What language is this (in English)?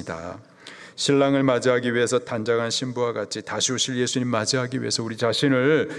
Korean